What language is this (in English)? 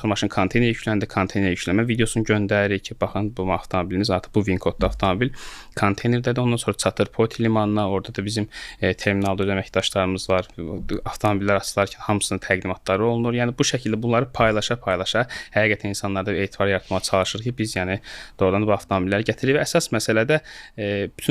Azerbaijani